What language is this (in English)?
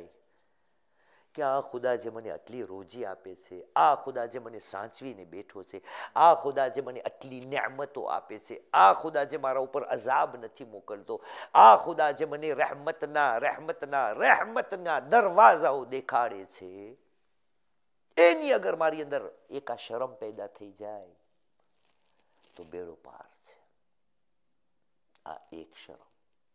Gujarati